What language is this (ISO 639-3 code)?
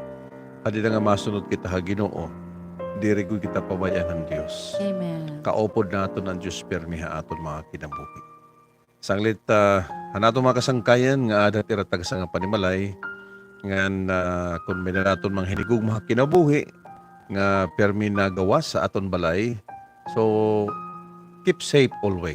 war